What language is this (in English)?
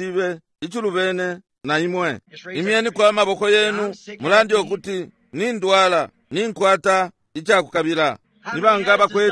Bemba